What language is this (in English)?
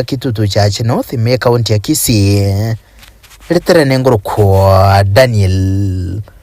Gusii